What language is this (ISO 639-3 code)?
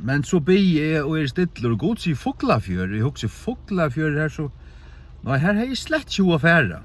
fao